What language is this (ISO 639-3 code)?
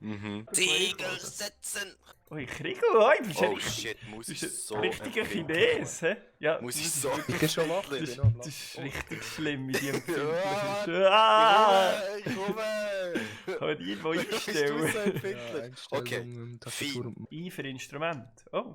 gsw